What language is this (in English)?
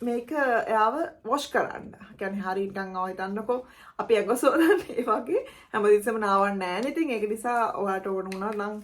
Sinhala